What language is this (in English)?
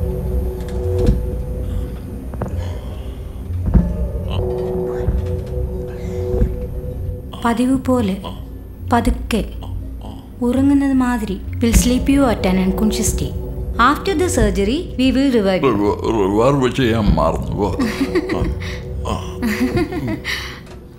Malayalam